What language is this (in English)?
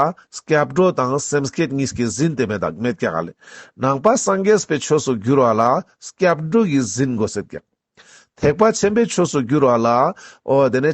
Ladakhi